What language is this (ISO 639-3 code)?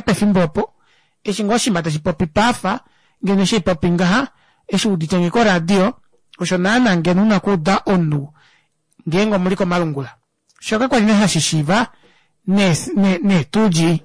kua